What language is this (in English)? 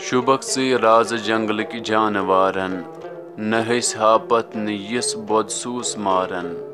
Kashmiri